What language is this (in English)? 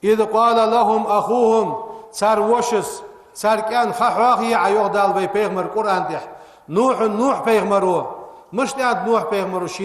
Ingush